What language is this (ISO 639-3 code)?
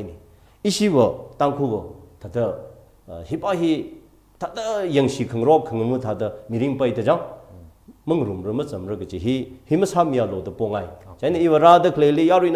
nmf